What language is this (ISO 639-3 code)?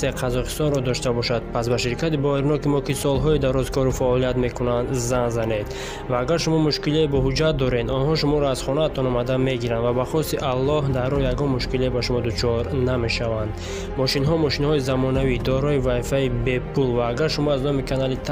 tgk